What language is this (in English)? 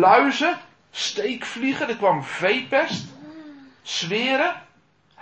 Dutch